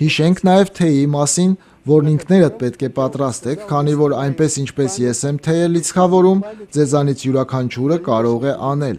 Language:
Armenian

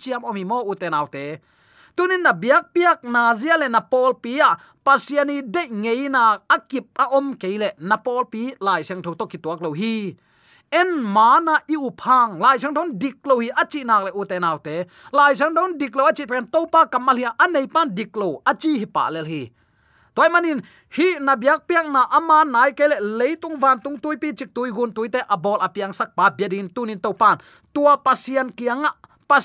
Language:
Tedim Chin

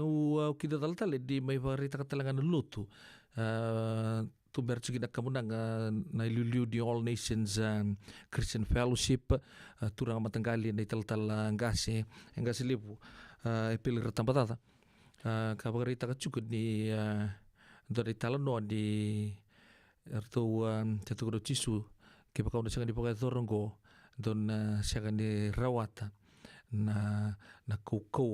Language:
Fijian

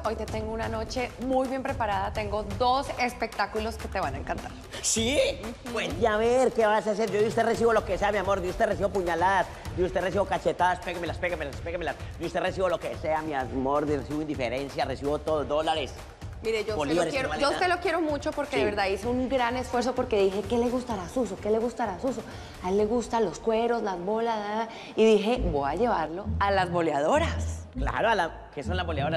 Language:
Spanish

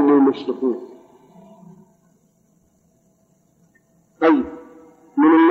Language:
Arabic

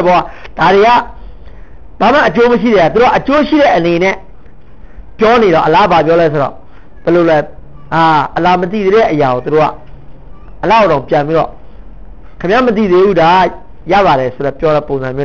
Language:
Burmese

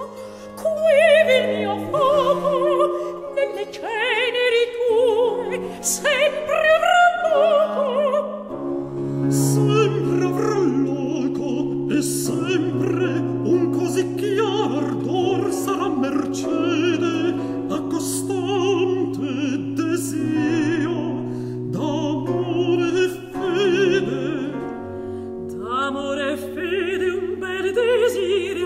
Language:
Italian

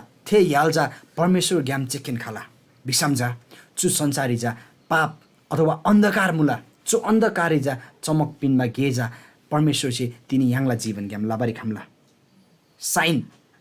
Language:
Eastern Tamang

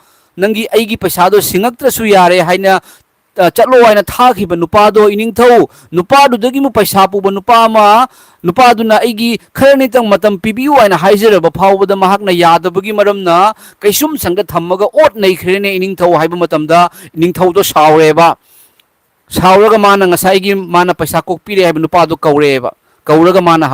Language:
Manipuri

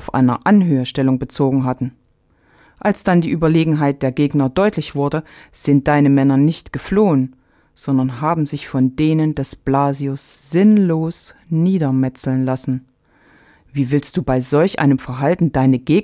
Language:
German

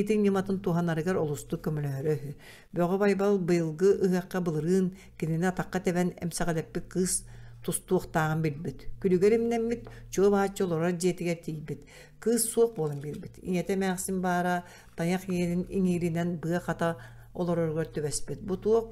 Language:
Yakut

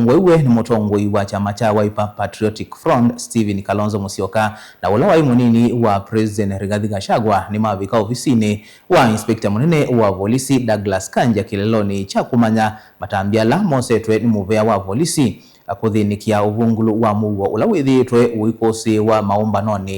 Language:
Kamba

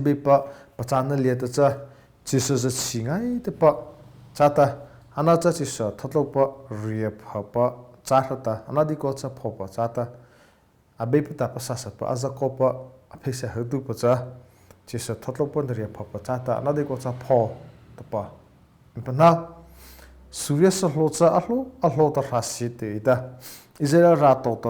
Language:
Mara Chin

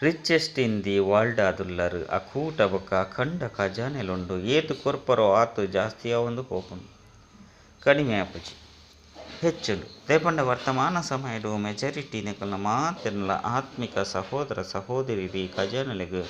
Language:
Tulu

